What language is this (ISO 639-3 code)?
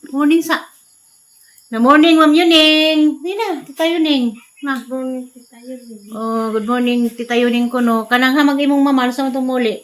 ceb